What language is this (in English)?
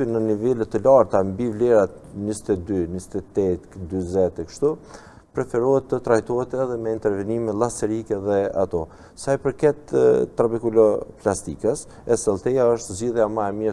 Albanian